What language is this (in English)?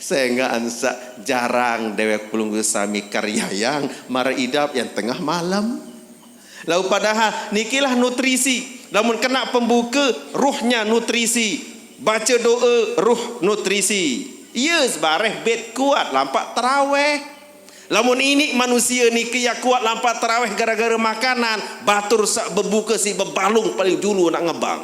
Sasak